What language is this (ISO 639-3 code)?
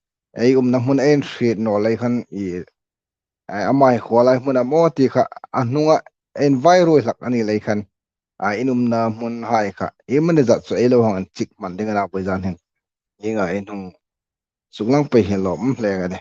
hmr